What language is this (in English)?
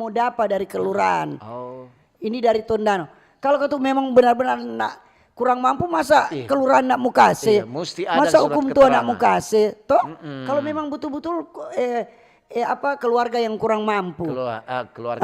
Manado Malay